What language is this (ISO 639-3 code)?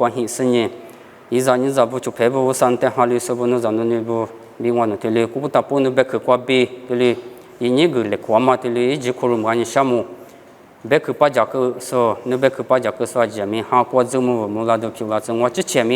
lis